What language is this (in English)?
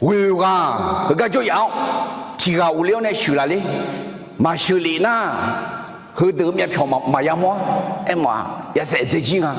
Akha